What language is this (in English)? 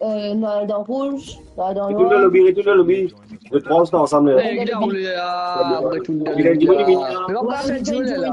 Morisyen